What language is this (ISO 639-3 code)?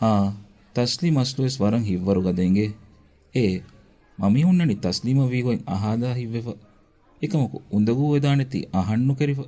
div